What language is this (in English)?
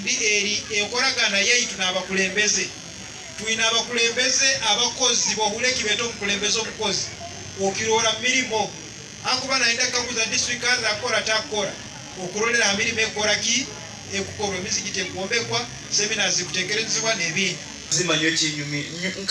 Nyankole